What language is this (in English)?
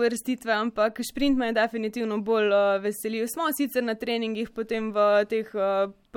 Slovenian